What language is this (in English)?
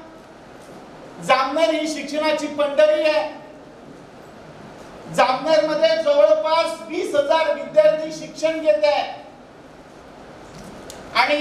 Marathi